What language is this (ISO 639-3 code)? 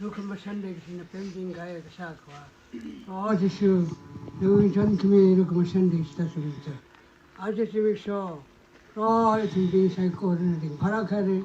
nmf